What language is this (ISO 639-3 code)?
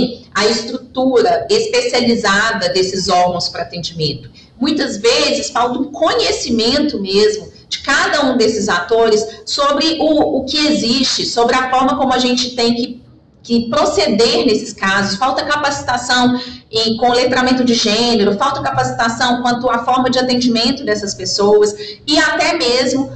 por